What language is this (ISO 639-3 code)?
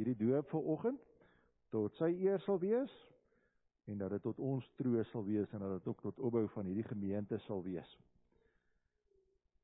afr